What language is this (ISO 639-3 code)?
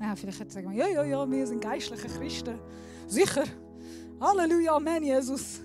gsw